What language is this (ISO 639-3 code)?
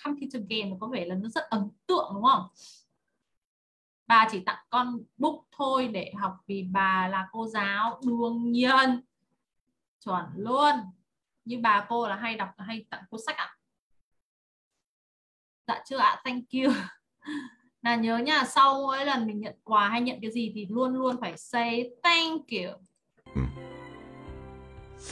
vie